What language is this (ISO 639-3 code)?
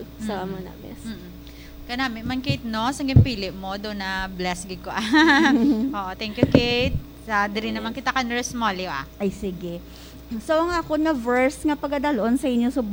hil